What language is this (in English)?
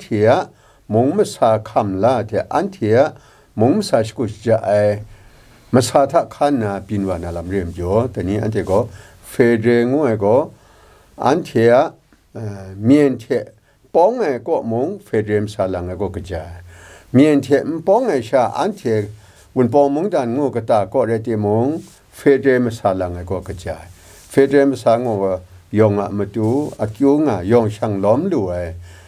Kachin